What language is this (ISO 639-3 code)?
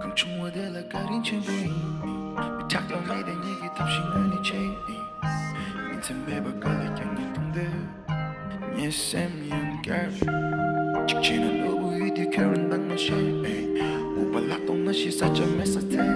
bod